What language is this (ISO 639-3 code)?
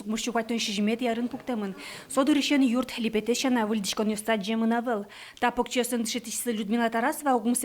udm